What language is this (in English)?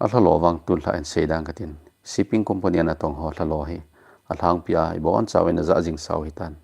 Thado Chin